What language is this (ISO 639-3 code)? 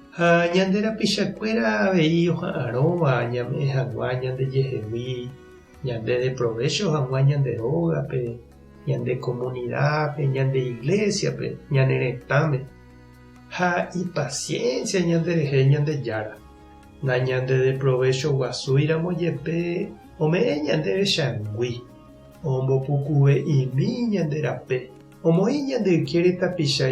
grn